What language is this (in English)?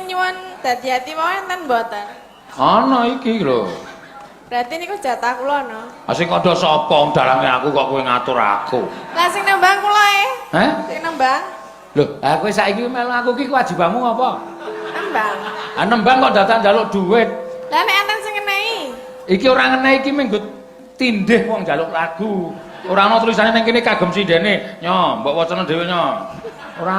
Javanese